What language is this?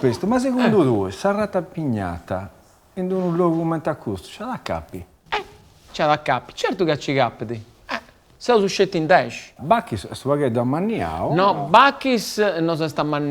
Sardinian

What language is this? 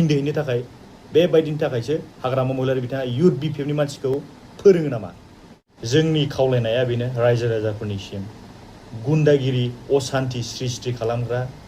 Bodo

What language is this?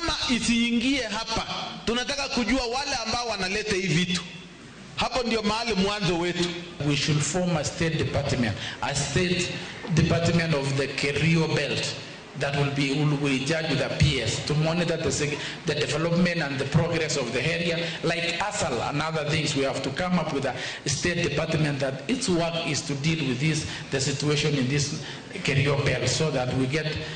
Luo (Kenya and Tanzania)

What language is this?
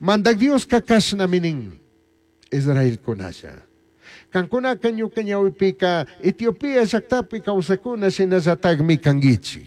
Chimborazo Highland Quichua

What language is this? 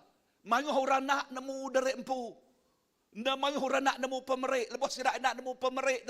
Iban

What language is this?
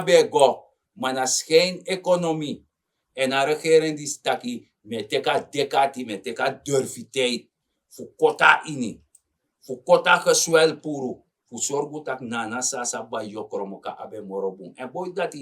Sranan Tongo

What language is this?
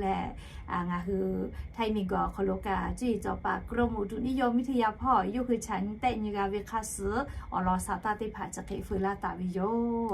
Lahu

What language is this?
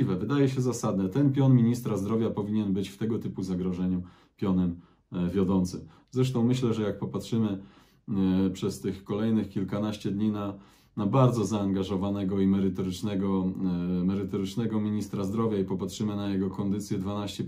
Polish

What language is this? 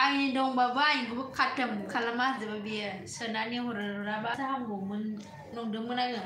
Bodo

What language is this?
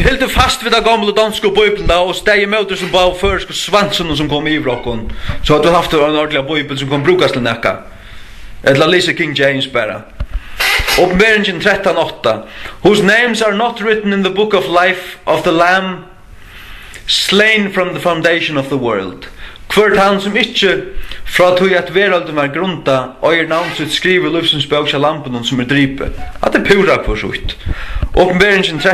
Faroese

